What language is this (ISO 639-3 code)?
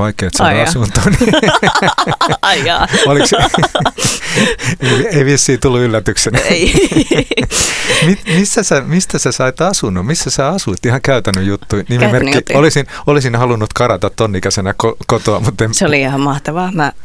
fin